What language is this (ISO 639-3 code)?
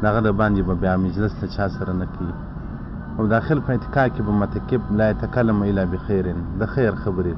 pus